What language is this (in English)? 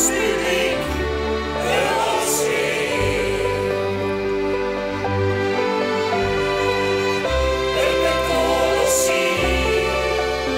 Dutch